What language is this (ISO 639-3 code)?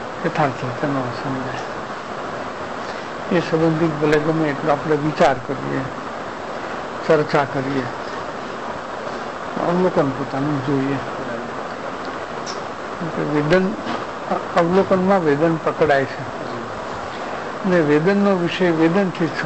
guj